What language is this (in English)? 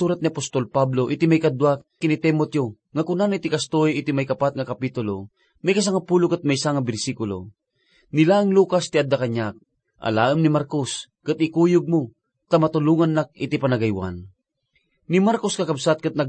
Iloko